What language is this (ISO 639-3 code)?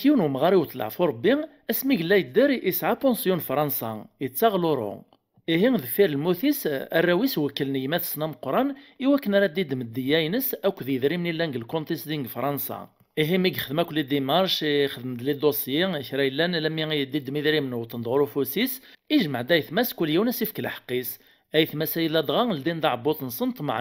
kab